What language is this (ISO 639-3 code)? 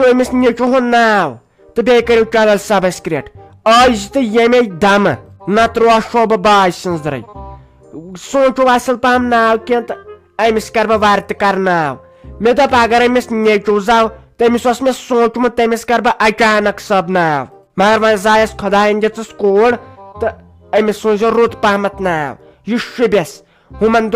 kas